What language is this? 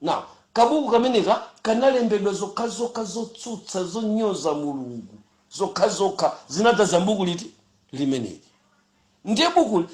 Nyanja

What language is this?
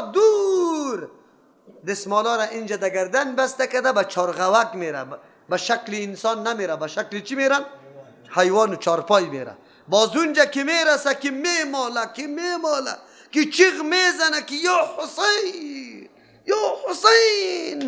Persian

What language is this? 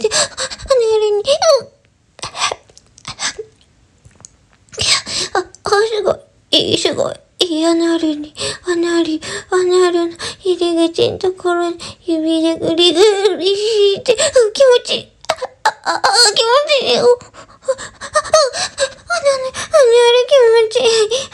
Japanese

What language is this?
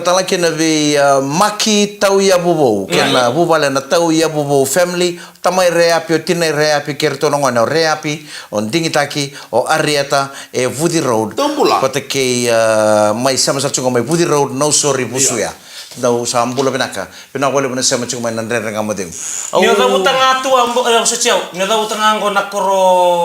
Fijian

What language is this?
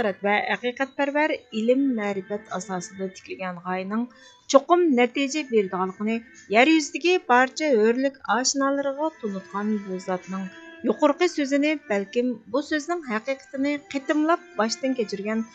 Uyghur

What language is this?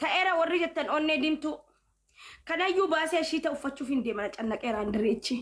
Oromo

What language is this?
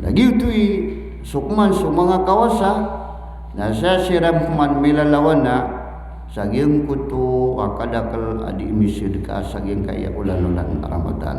Maranao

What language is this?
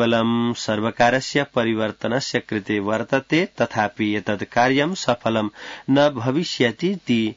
Sanskrit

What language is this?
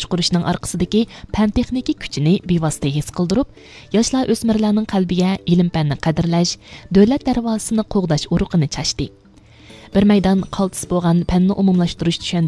Uyghur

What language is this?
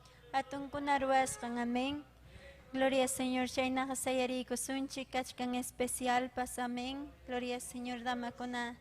Ayacucho Quechua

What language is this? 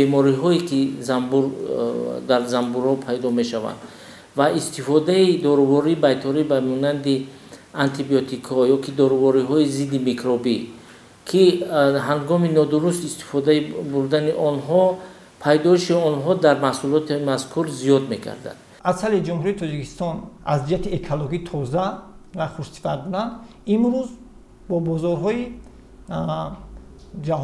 Tajik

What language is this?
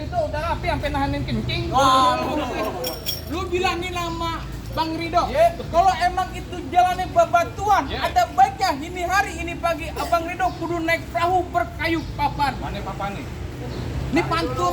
Betawi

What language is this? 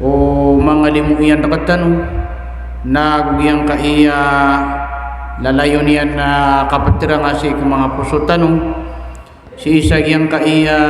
Maranao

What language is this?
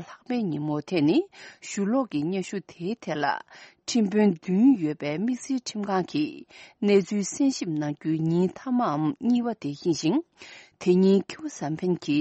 Tibetan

